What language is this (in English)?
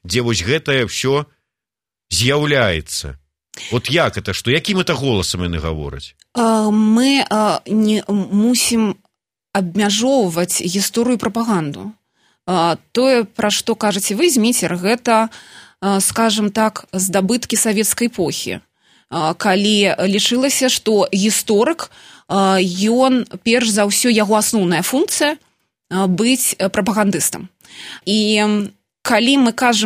Belarusian